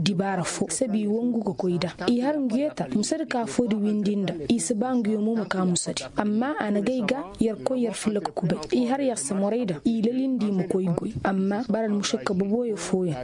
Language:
Koyraboro Senni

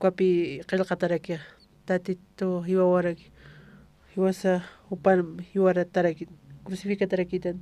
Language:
Aymara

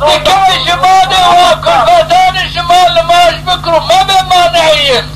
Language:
Zaza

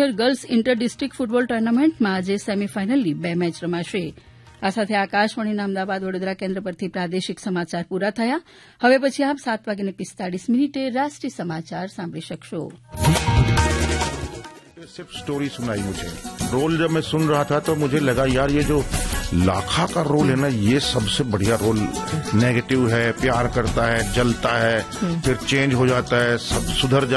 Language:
Gujarati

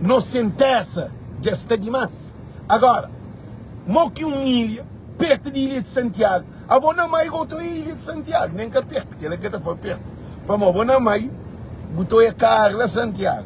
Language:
Kabuverdianu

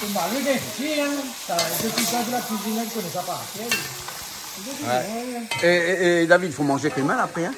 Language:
Réunion Creole French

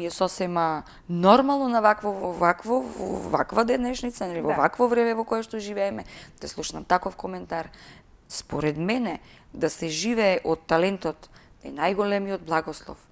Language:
Macedonian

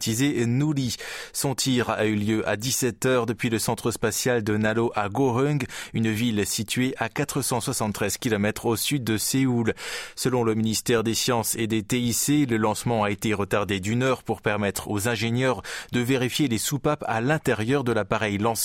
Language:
French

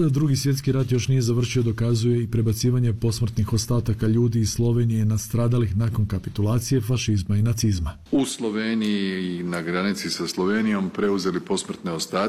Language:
Croatian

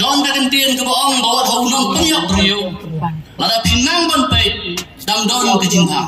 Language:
Khasi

